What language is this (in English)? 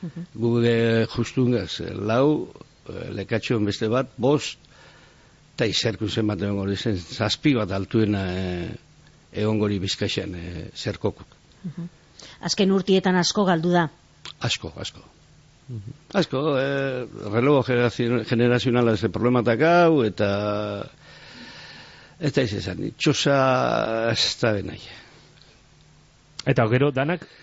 Basque